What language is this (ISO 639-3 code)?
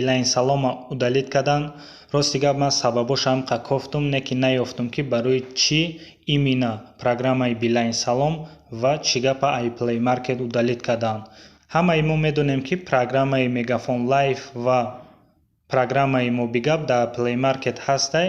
tgk